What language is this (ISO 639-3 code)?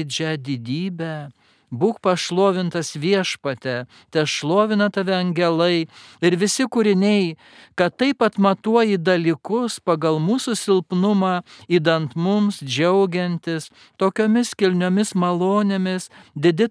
lit